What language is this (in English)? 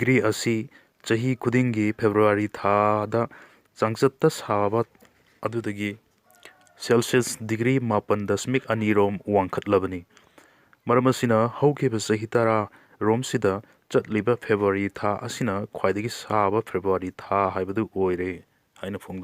Manipuri